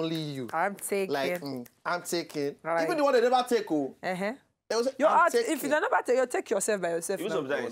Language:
Nigerian Pidgin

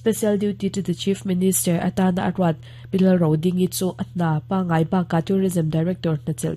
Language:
Mizo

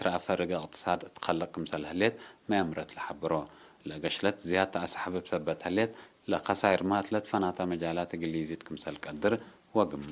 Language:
Tigre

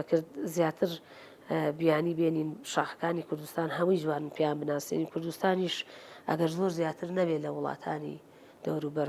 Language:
Central Kurdish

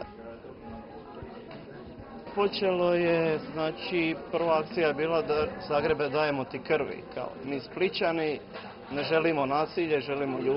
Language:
Croatian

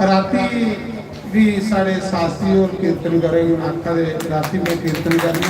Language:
Dogri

